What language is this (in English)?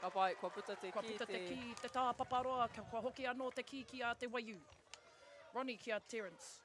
Māori